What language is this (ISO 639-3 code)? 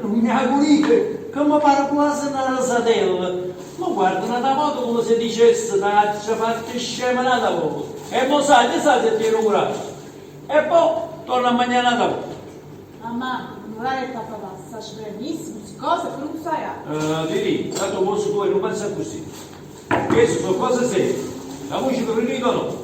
nap